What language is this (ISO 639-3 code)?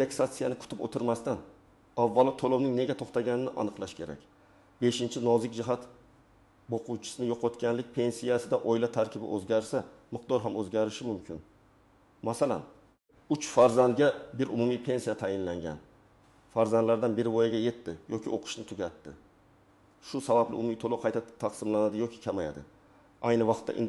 uzb